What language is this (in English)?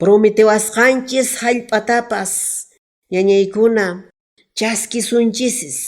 Quechua